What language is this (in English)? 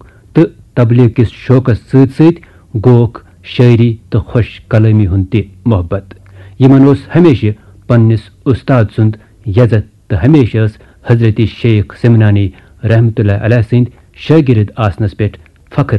Kashmiri